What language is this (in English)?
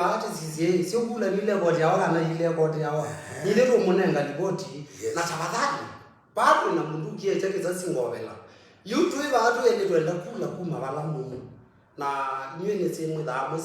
Kamba